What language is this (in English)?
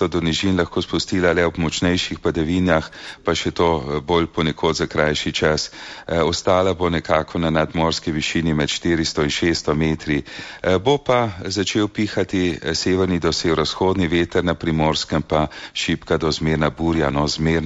Slovenian